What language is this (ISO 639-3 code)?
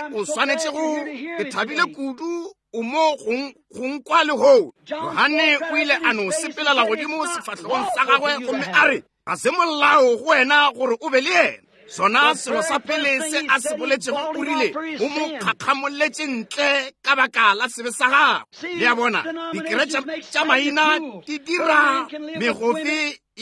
nso